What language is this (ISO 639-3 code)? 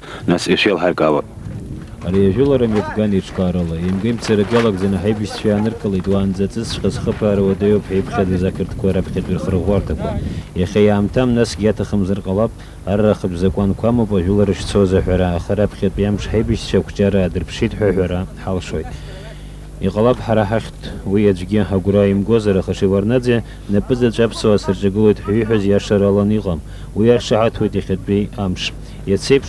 abk